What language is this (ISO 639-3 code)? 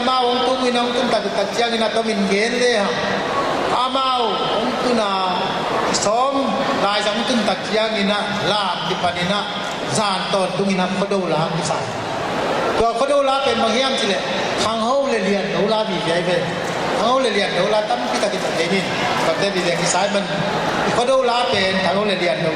ctd